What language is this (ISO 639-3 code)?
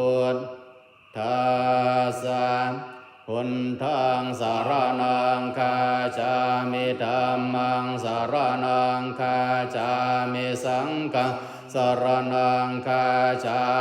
pli